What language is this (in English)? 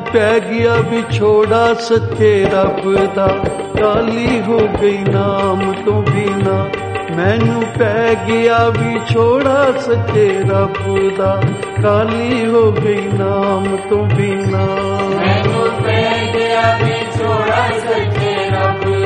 Punjabi